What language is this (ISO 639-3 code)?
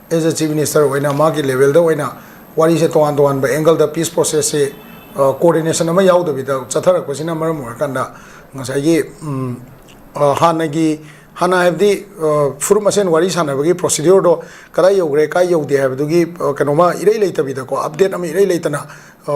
mni